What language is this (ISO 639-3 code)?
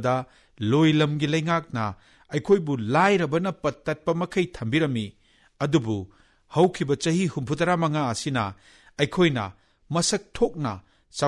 mni